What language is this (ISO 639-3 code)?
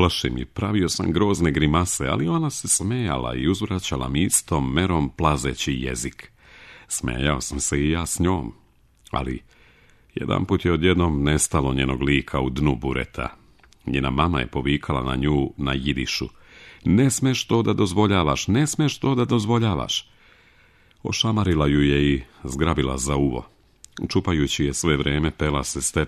srp